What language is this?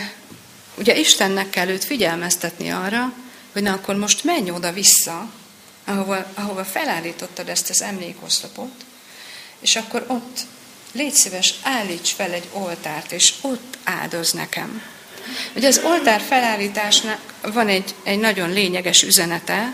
Hungarian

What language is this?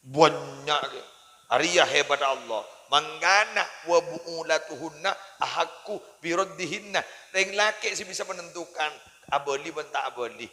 Madurese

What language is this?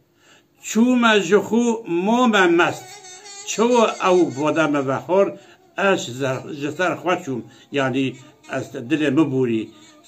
Kurdish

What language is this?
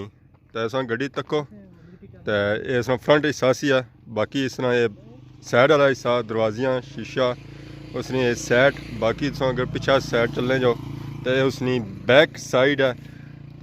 Pahari-Potwari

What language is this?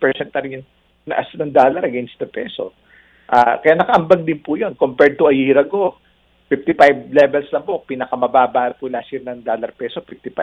Filipino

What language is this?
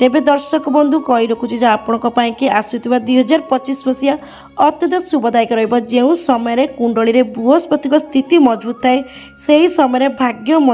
Odia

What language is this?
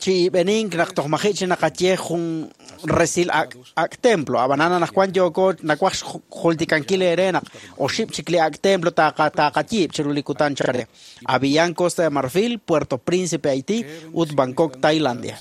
Kekchí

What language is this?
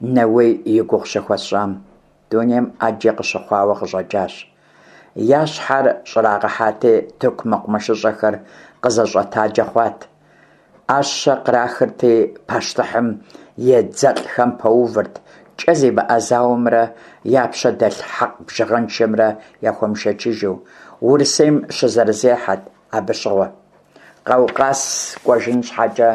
Kabardian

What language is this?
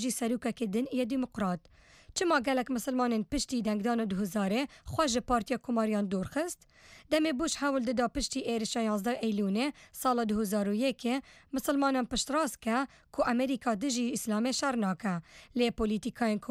Kurdish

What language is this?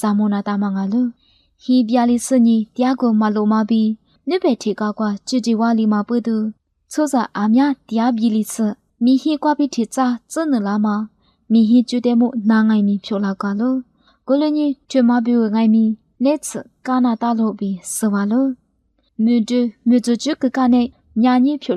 Lisu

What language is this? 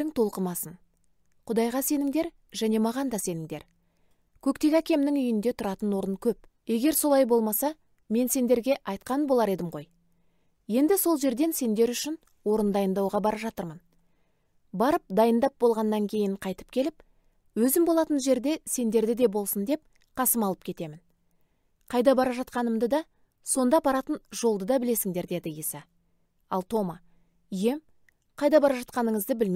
Kazakh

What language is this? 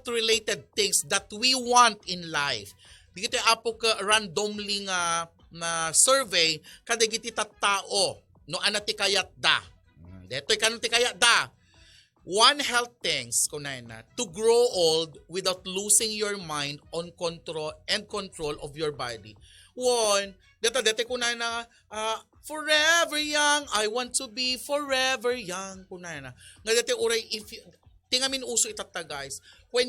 Iloko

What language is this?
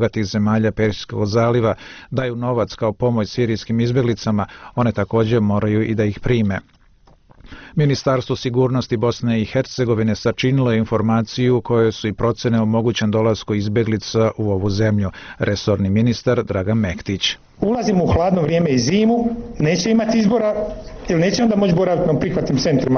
Bosnian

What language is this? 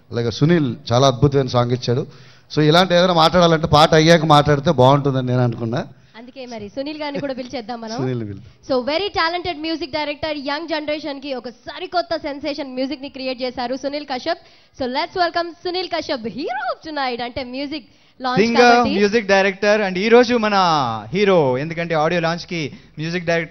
Telugu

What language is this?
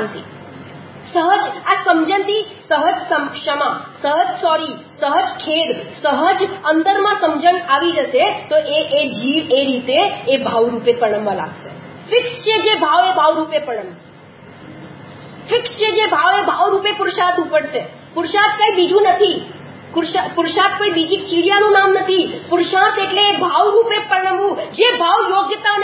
Gujarati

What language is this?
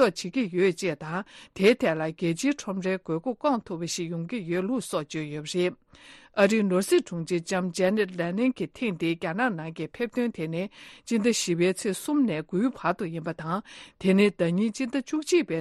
Tibetan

